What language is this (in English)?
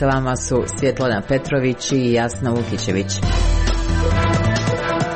Croatian